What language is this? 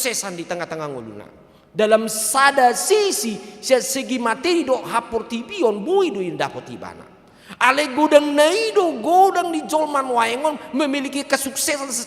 Batak Toba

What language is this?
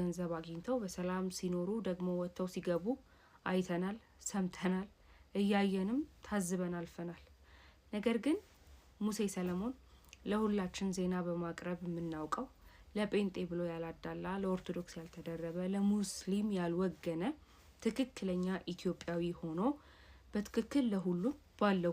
Amharic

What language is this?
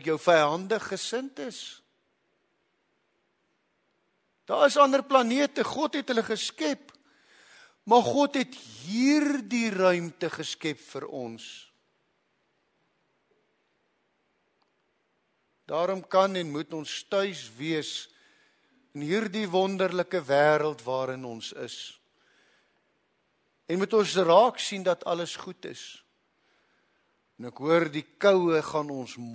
Afrikaans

